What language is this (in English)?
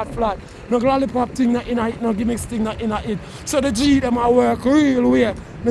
Jamaican Creole English